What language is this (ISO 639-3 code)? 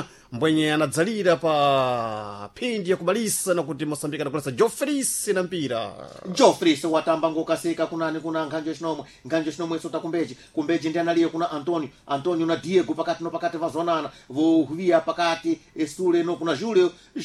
seh